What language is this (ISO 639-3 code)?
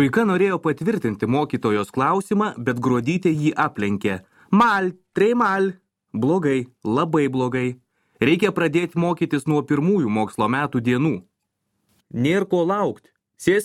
lit